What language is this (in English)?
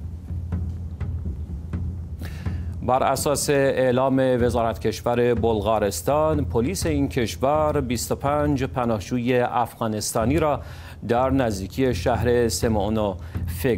Persian